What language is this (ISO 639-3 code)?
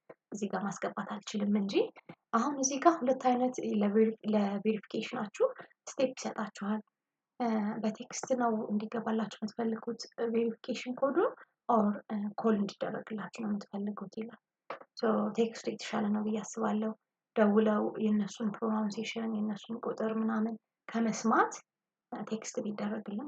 amh